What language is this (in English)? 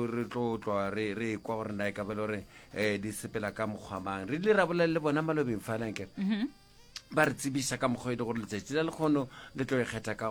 Northern Sotho